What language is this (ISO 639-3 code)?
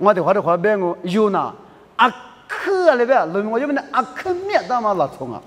lis